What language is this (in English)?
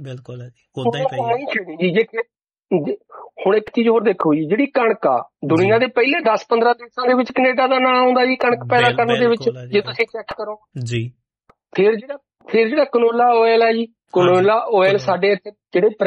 Punjabi